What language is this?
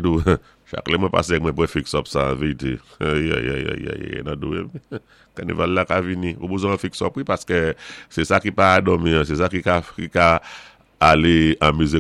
Saint Lucian Creole French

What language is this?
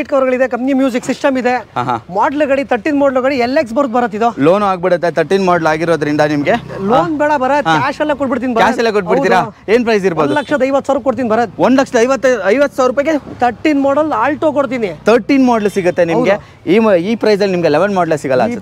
Kannada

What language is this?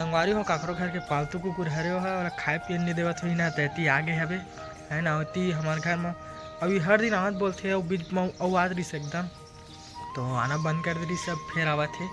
Chhattisgarhi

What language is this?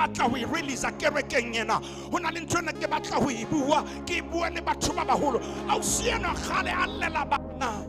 Southern Sotho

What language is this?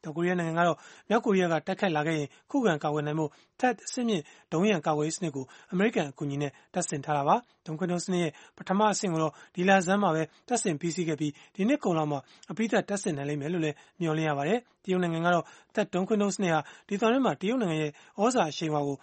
Burmese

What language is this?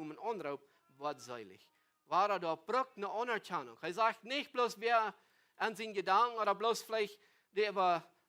Plautdietsch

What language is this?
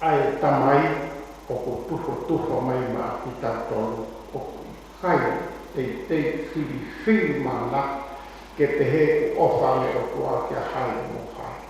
Tongan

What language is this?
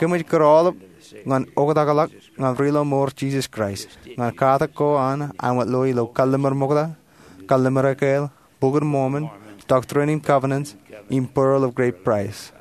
Marshallese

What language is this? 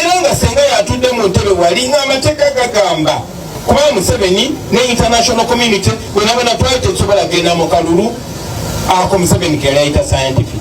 Ganda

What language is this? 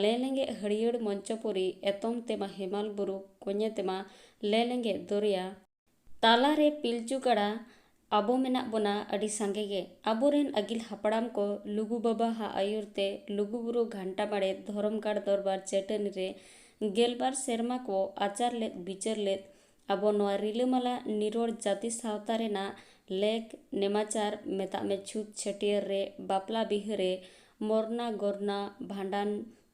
Santali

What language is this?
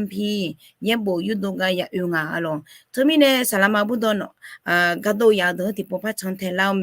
Akha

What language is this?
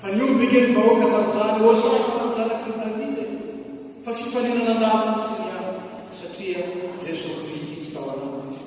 Malagasy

